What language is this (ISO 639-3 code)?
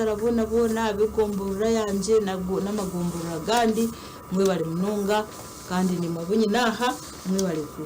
nyn